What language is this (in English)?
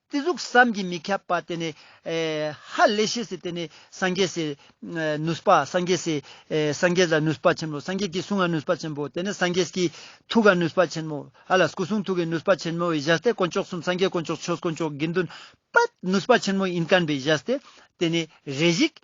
Ladakhi